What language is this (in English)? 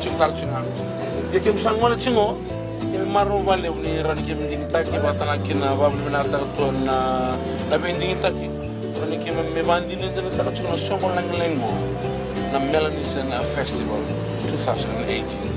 Fijian